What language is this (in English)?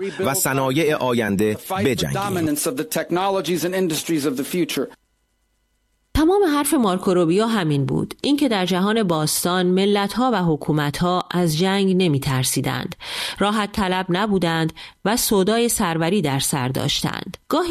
Persian